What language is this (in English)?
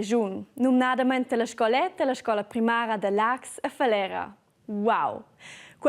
Romansh